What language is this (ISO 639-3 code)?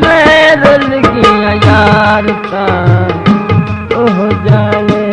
skr